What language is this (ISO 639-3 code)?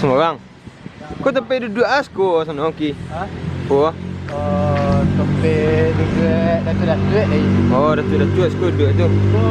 min